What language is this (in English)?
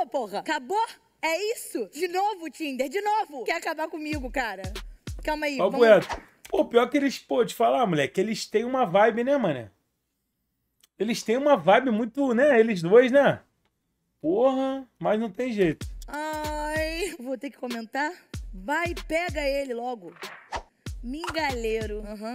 Portuguese